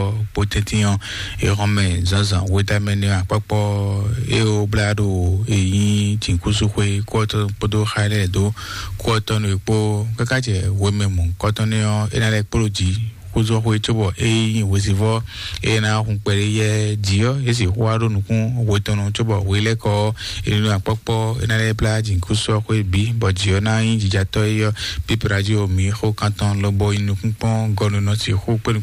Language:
Fon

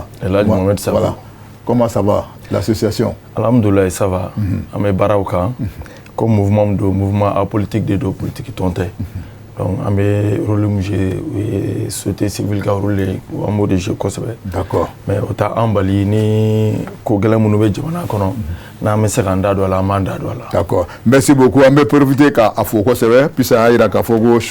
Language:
Bambara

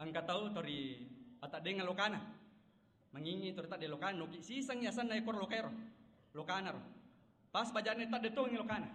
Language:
Buginese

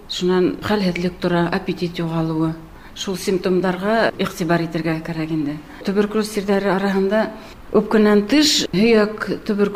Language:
Bashkir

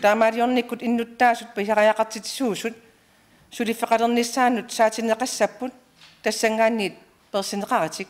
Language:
Kalaallisut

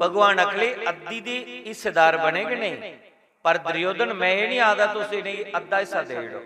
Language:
Dogri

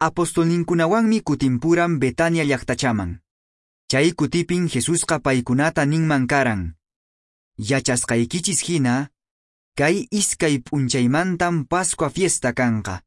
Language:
Quechua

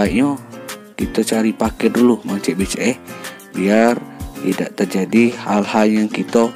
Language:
Musi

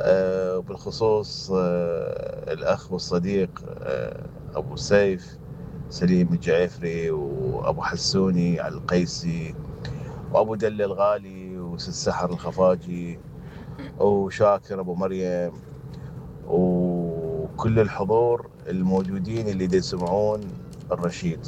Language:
Mesopotamian Arabic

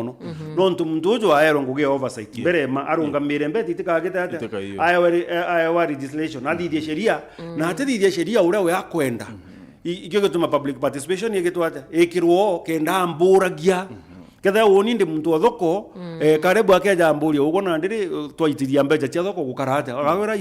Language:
Meru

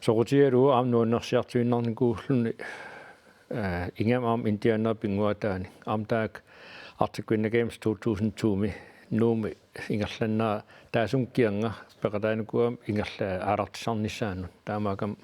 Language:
Kalaallisut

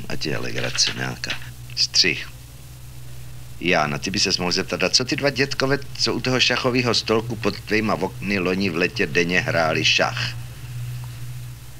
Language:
Czech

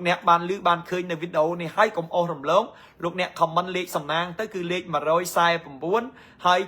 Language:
Khmer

